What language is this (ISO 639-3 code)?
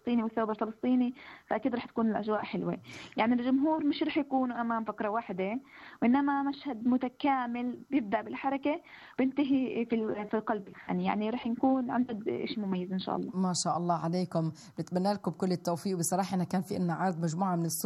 ajp